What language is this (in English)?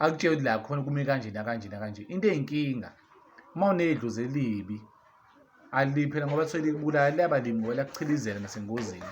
Zulu